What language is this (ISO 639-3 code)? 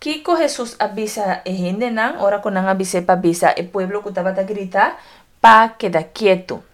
pap